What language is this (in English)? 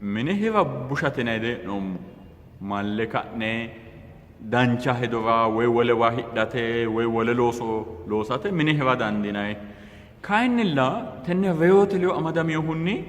Sidamo